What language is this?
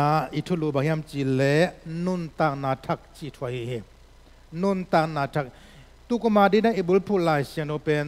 Tedim Chin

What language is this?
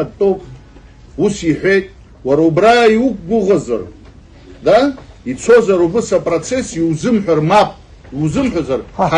Abkhazian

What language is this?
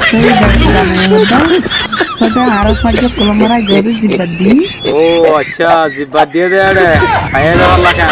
Rohingya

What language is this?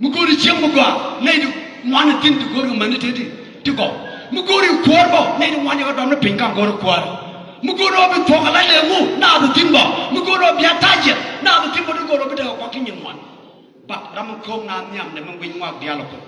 Nuer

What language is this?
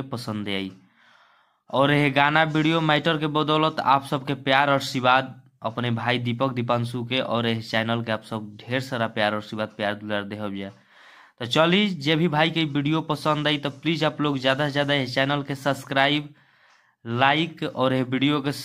Bhojpuri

